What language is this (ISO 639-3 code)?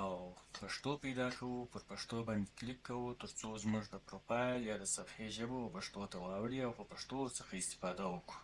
pus